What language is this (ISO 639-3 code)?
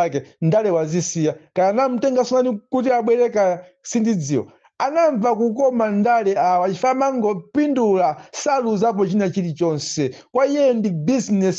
nya